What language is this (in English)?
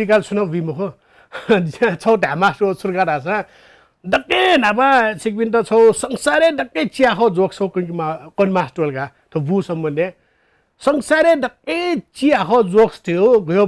Newari